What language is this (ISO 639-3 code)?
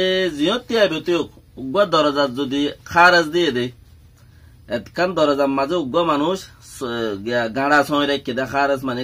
rhg